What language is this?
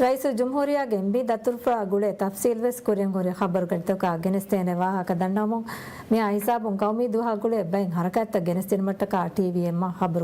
Divehi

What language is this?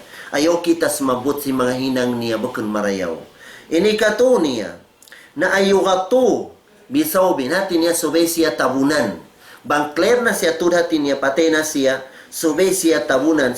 Tausug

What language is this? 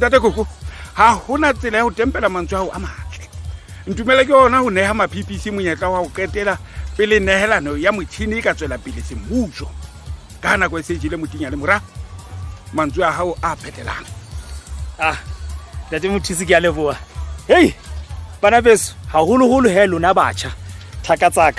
Southern Sotho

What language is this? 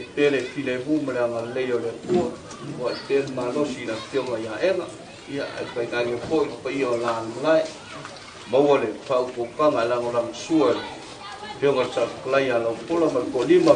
Samoan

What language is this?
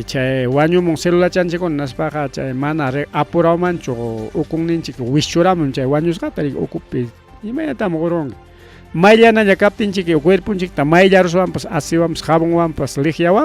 Ayacucho Quechua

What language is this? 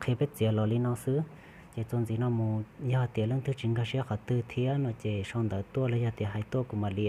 Hmong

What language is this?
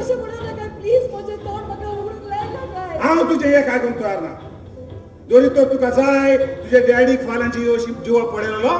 Konkani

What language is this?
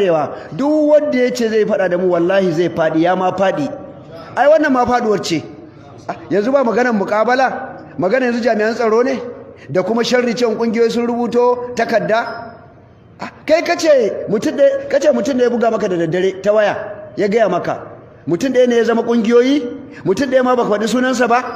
Hausa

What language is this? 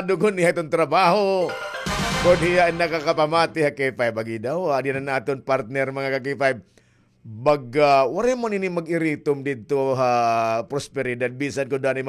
Waray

